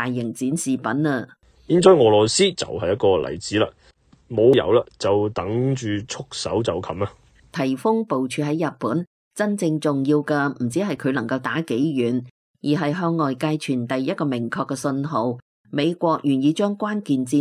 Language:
Cantonese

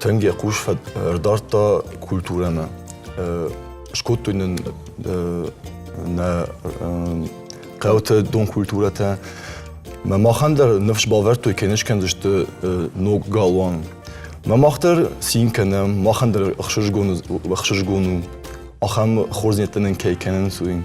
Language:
Ossetic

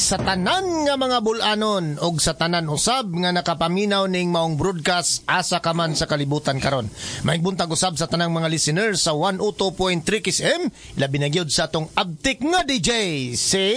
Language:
Cebuano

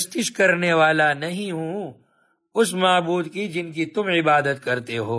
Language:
Urdu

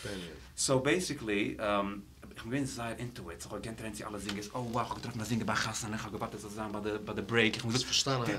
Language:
Yiddish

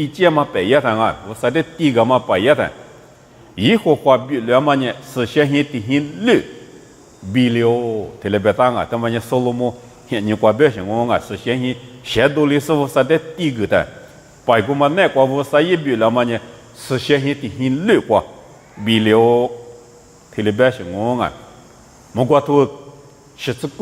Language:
Lisu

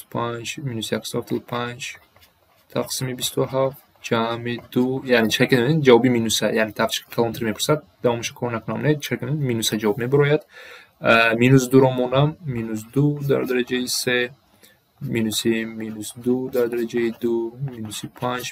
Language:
Tajik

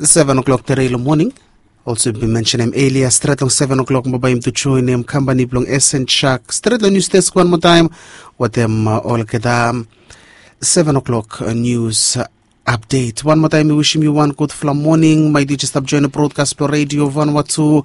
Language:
Bislama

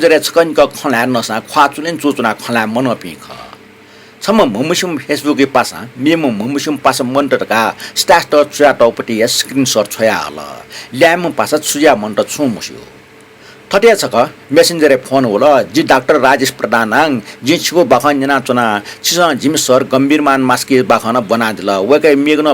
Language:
Newari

